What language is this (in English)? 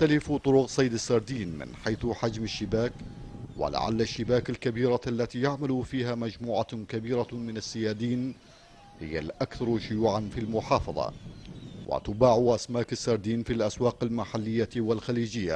Arabic